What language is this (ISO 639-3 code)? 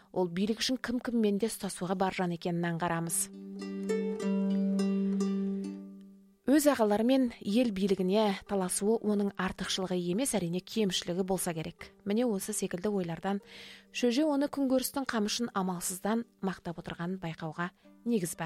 kaz